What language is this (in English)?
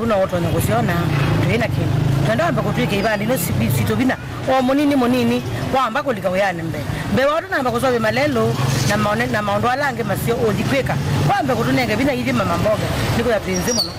Kamba